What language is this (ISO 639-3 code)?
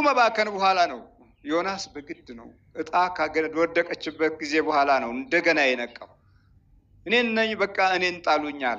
amh